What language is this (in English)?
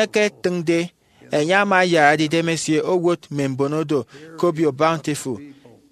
Efik